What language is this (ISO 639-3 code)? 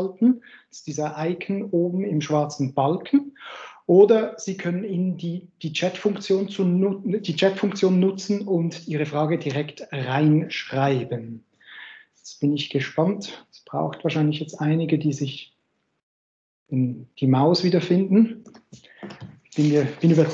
deu